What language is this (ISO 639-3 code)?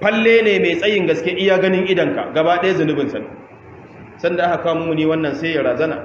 hau